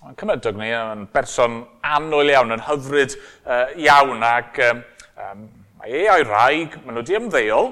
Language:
Welsh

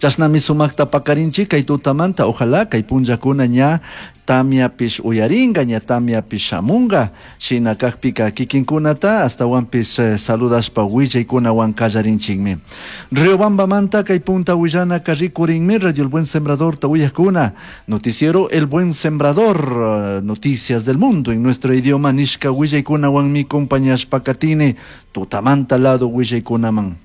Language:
Chimborazo Highland Quichua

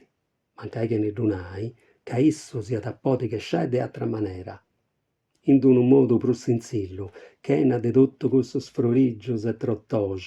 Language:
Sardinian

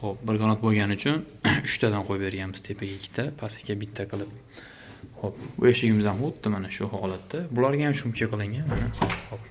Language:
Uzbek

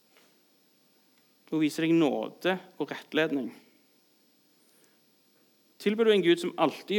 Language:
Norwegian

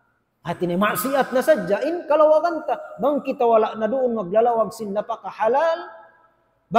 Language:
Tausug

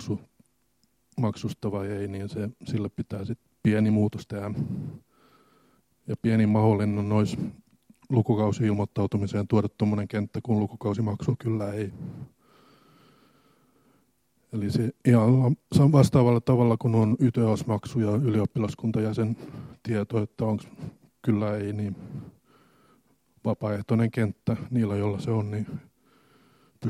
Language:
Finnish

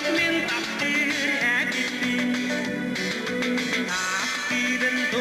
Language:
Yakut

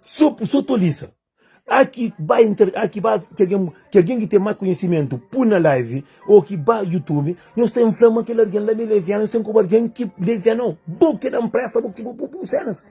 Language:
Kabuverdianu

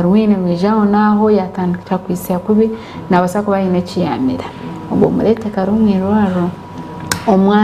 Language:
Nyankole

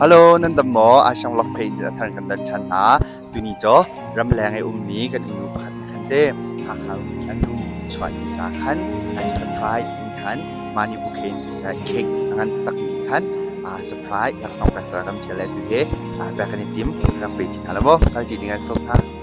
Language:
Hakha Chin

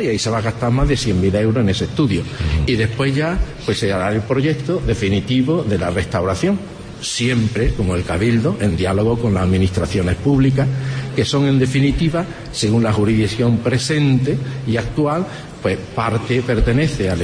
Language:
Spanish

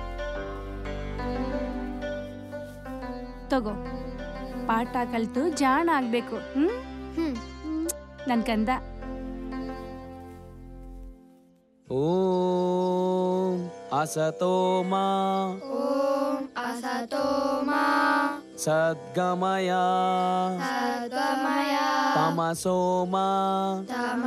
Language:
Kannada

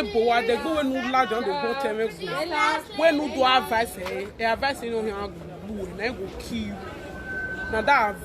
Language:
Nigerian Pidgin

